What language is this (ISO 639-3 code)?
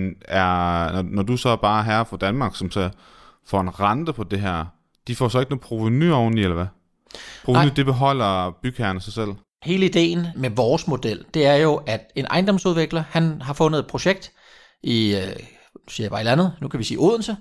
dan